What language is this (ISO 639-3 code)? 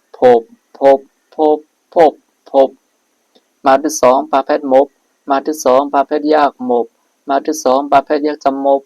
shn